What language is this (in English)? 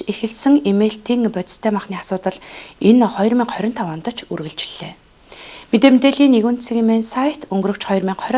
Mongolian